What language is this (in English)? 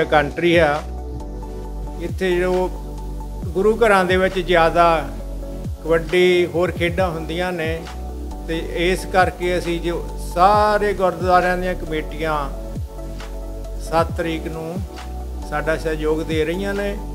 Punjabi